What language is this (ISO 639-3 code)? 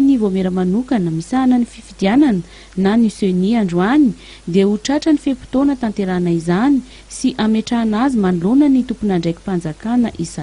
mlg